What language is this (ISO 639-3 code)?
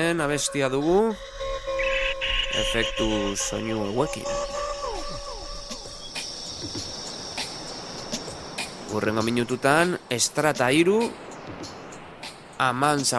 eus